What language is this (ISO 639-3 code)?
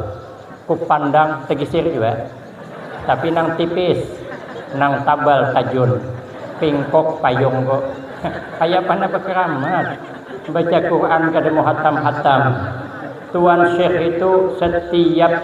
bjn